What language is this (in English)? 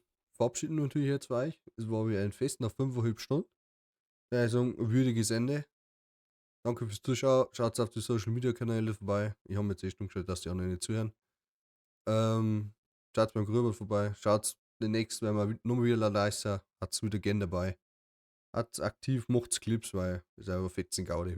Bavarian